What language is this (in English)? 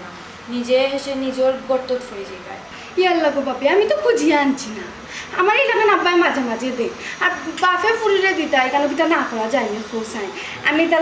Sylheti